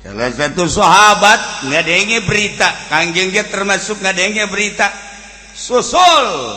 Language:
Sundanese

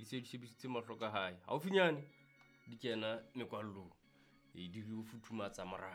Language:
Southern Sotho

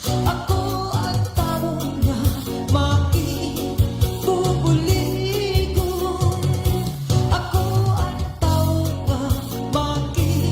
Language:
Waray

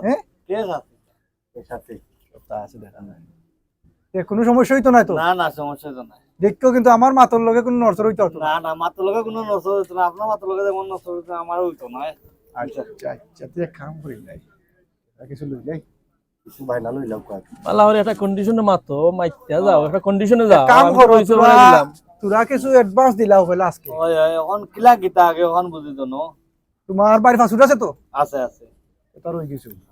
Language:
Sylheti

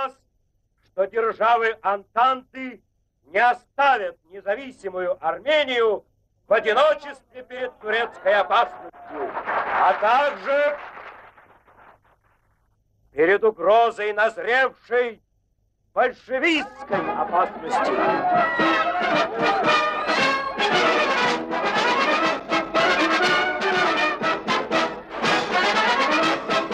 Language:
Russian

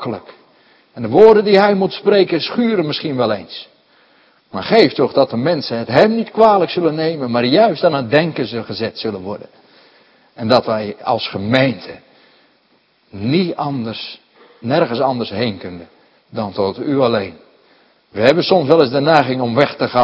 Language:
Dutch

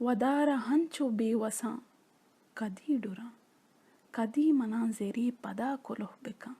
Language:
Baluchi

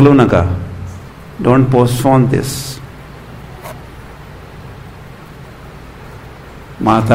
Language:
Marathi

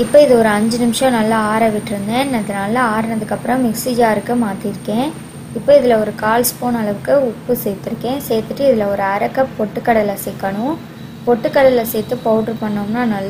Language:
Tamil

